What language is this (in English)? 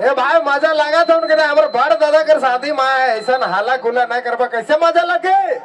Sadri